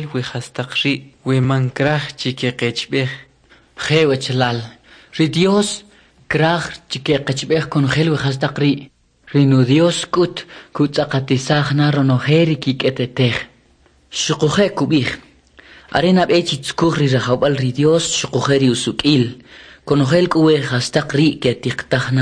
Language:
Kʼicheʼ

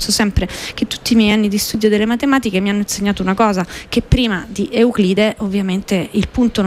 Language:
Italian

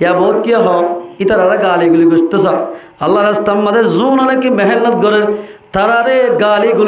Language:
Rohingya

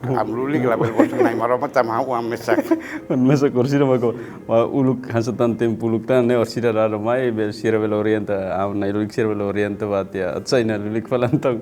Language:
Tetum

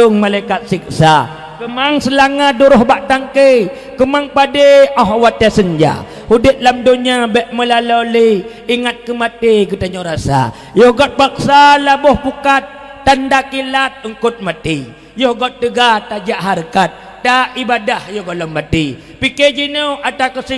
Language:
Achinese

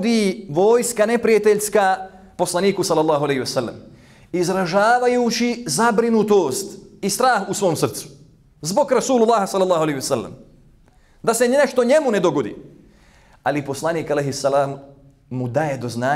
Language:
Bosnian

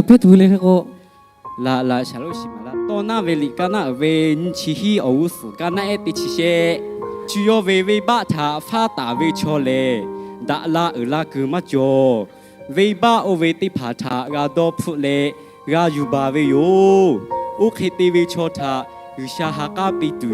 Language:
Lahu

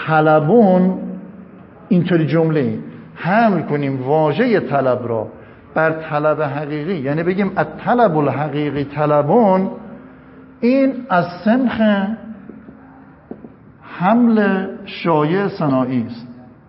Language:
Persian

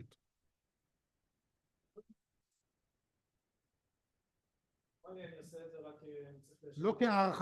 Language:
Hebrew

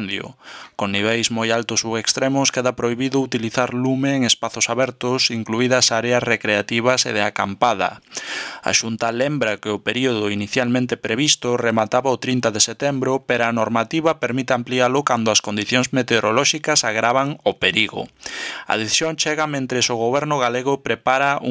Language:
Galician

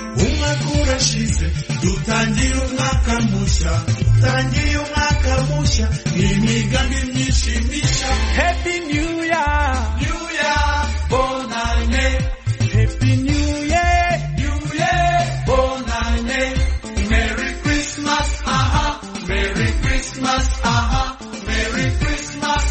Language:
Kinyarwanda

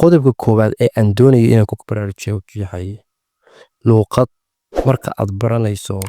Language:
Somali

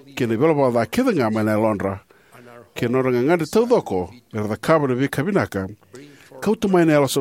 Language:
Fijian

